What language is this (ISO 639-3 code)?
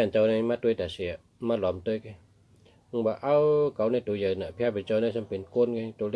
shn